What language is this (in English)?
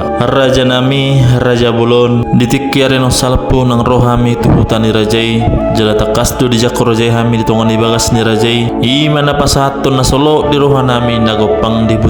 Batak Toba